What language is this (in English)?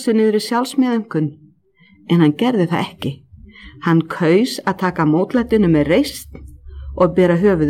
Icelandic